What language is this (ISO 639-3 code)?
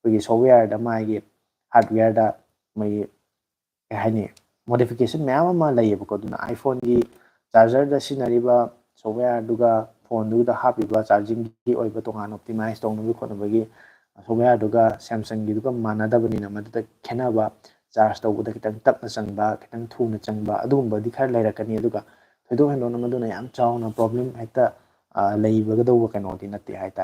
mni